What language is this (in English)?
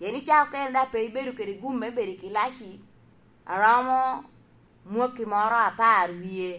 Lango (Uganda)